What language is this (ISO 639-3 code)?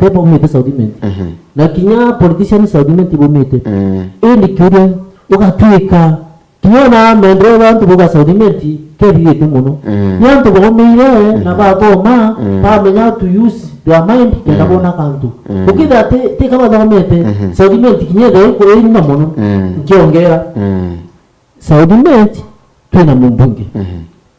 mer